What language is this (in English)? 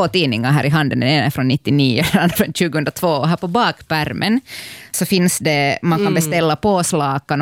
Swedish